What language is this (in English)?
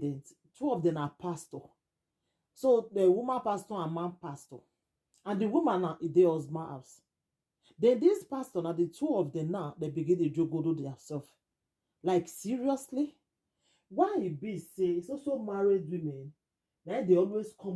Nigerian Pidgin